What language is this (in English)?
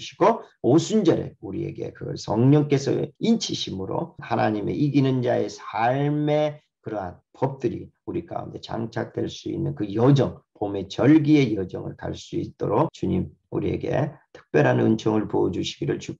Korean